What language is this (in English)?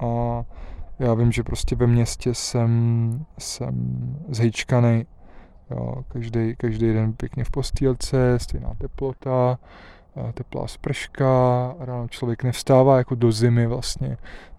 Czech